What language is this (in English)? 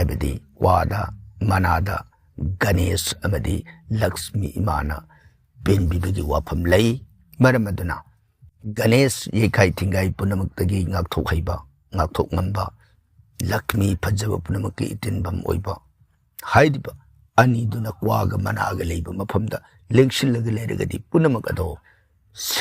Manipuri